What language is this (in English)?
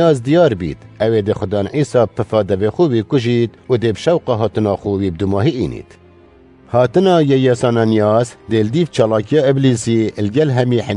Kurdish